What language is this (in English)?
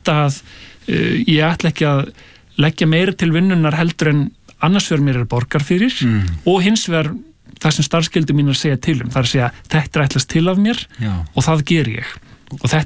Icelandic